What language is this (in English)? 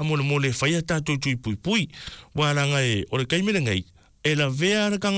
Samoan